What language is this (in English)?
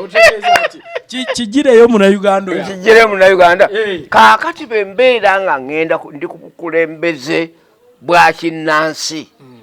Ganda